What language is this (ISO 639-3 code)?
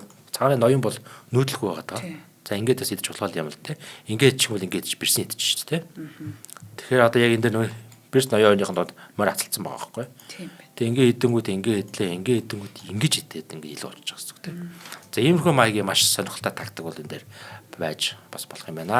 mon